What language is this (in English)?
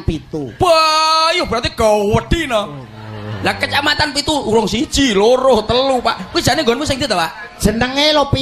Javanese